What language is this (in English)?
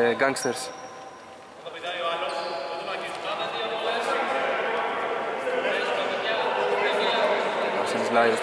Greek